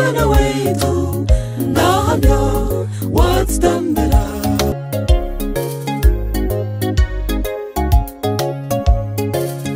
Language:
Kinyarwanda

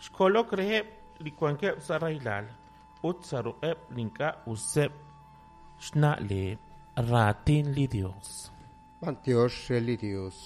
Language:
Kekchí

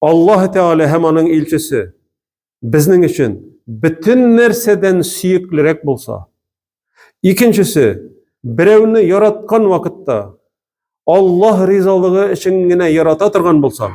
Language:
Tatar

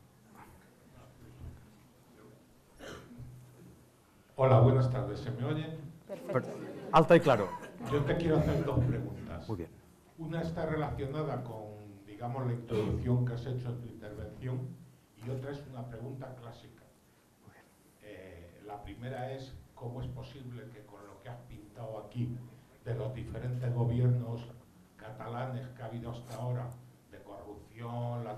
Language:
Spanish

